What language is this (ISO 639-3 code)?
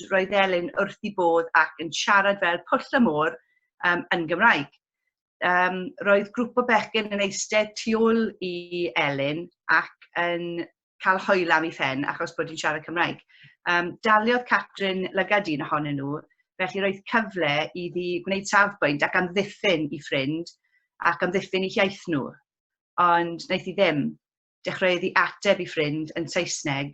cym